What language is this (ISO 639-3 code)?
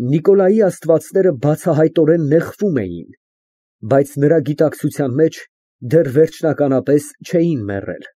hye